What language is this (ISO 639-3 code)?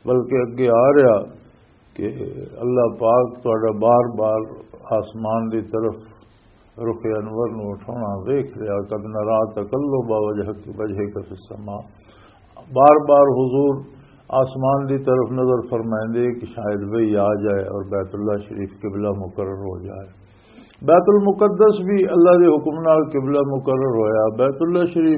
lah